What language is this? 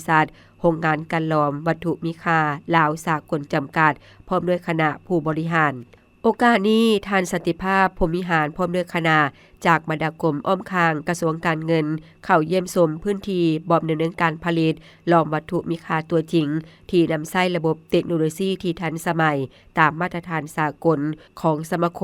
Lao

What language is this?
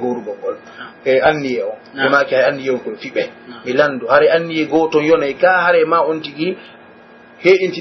Pular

